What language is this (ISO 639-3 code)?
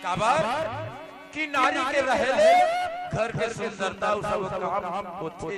hne